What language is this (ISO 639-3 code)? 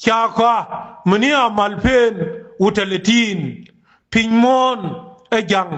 nus